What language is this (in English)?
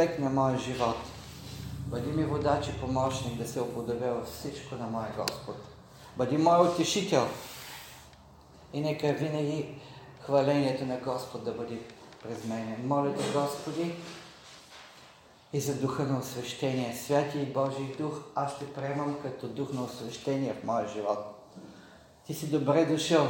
Bulgarian